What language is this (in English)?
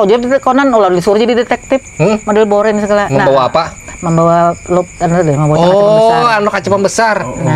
Banjar